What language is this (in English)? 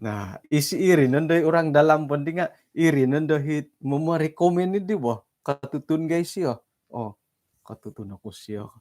Central Dusun